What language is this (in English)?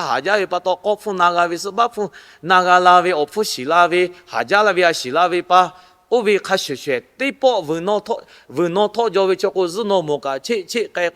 Lahu